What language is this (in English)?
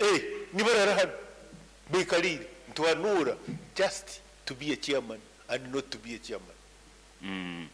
Nyoro